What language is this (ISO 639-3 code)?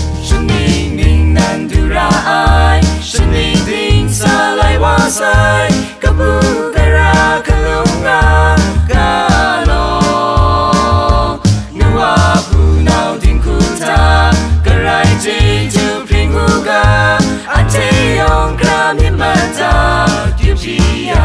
kac